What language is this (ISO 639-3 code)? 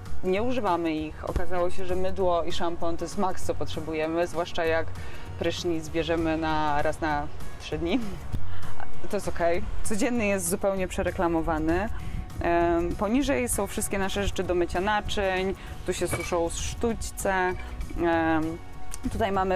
pol